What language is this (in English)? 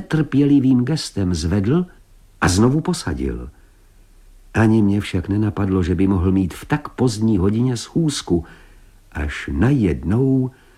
Czech